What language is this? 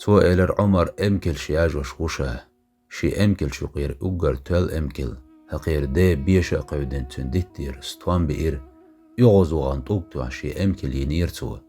Chechen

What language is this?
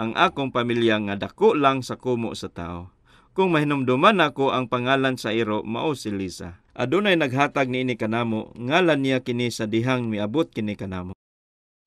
Cebuano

